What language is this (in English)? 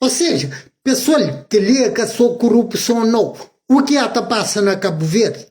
Kabuverdianu